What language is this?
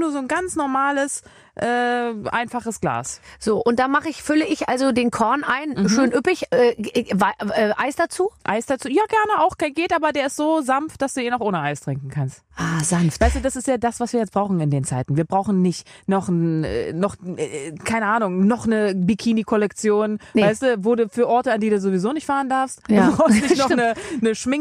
German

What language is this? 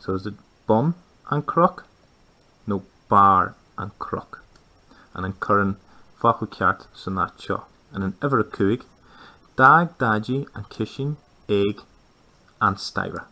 Irish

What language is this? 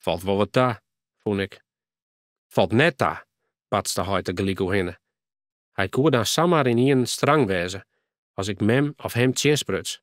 Western Frisian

